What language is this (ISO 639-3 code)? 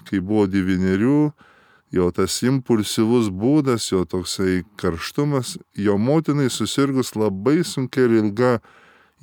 lit